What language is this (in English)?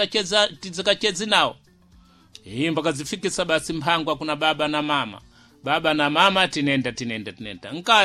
Sena